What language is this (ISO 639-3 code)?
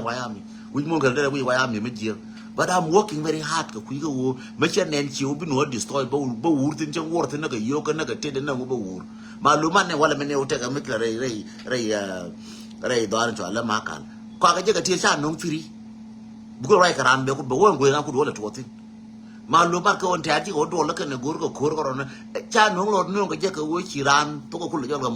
nus